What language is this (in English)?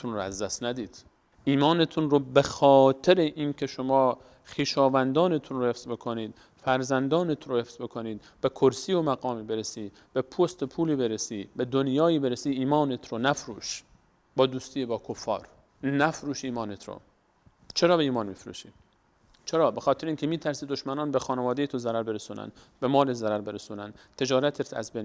Persian